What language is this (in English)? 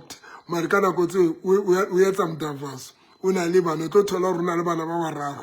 Southern Sotho